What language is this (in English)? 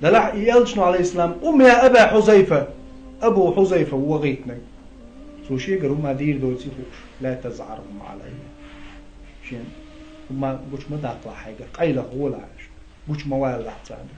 Chechen